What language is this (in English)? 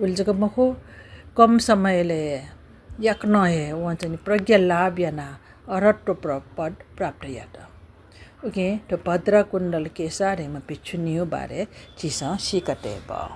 Newari